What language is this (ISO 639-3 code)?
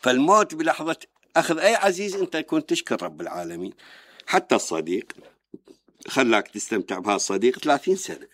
acm